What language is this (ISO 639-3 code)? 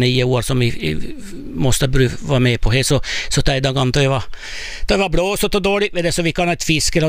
swe